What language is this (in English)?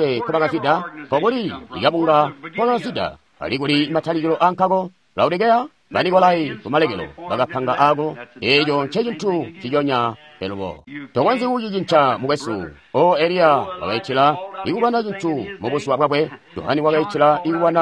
Tonga (Zambia)